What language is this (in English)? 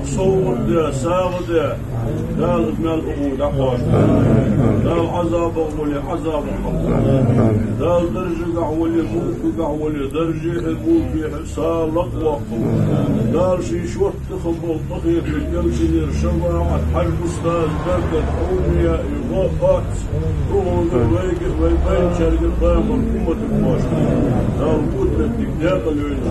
Ingush